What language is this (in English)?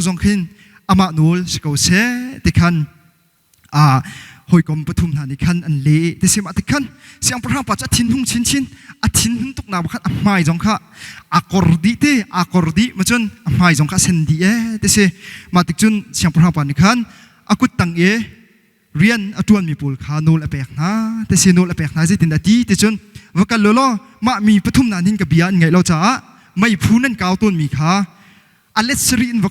Hakha Chin